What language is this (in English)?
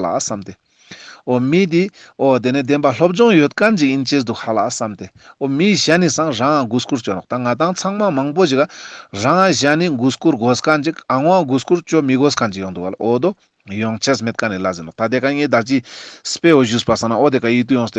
Ladakhi